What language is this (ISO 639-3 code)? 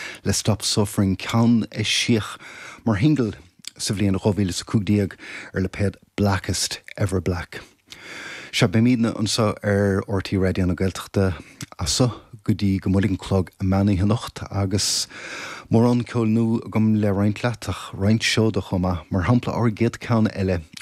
gle